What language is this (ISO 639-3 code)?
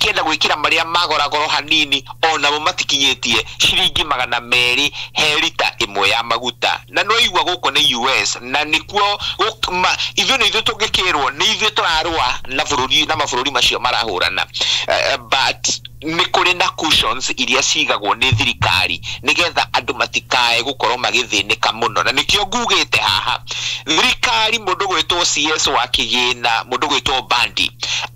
kik